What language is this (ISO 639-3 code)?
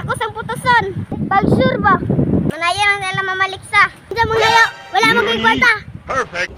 ceb